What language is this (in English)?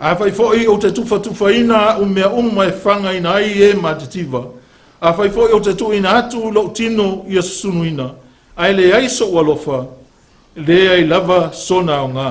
Samoan